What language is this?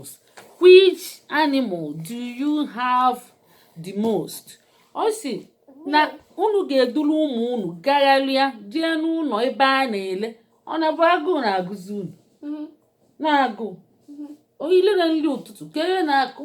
Igbo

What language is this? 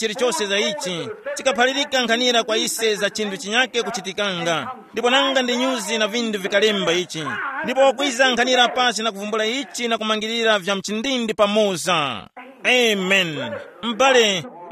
Tumbuka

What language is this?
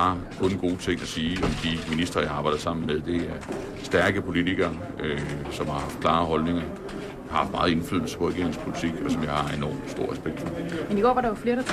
Danish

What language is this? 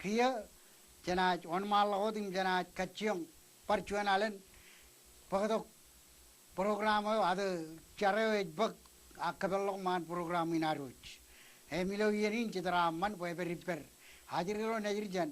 Marshallese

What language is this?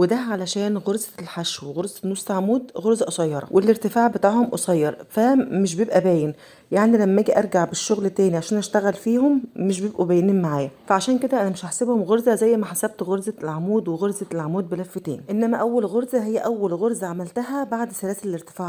Egyptian Arabic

